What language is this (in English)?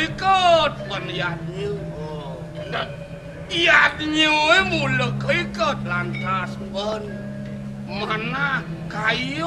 Balinese